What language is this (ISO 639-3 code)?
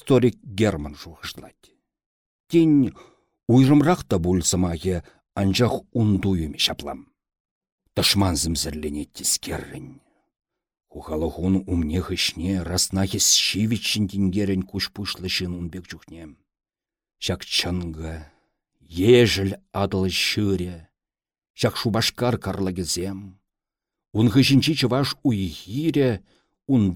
chv